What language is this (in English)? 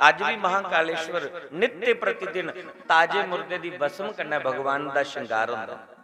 Dogri